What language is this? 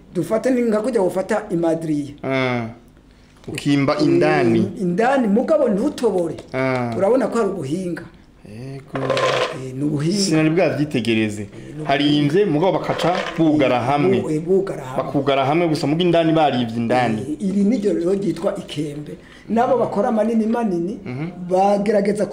Rundi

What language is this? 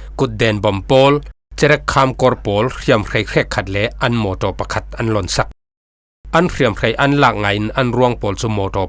Falam Chin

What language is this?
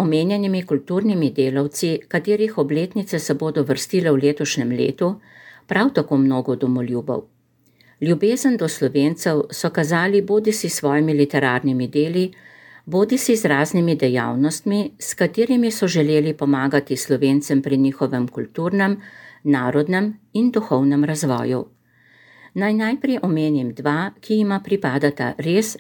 Slovenian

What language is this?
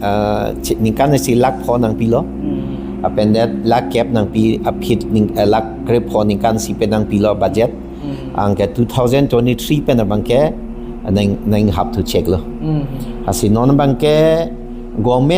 Karbi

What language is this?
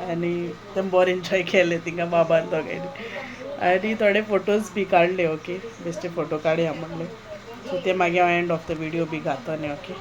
Konkani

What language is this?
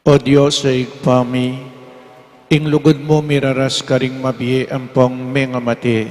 Pampanga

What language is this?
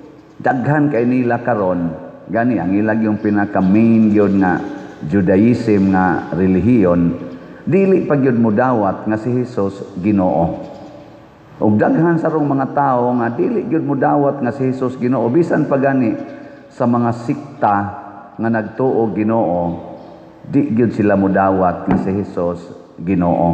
Cebuano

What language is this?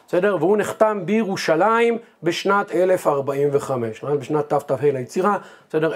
Hebrew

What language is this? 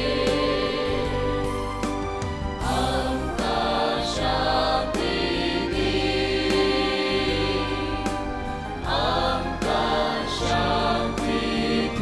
Konkani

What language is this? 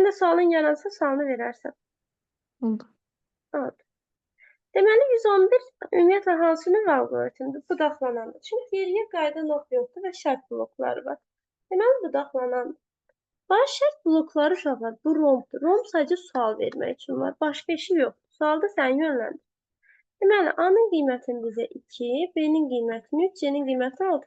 Azerbaijani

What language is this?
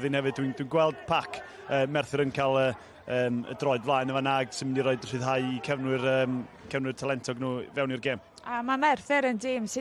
Welsh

